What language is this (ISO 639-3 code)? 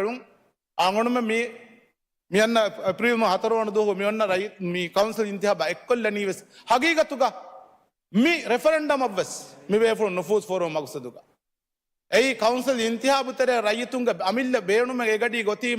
div